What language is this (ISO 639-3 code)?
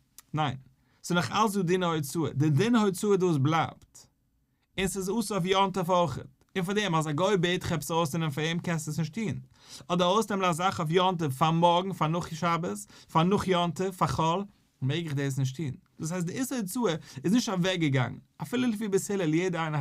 yid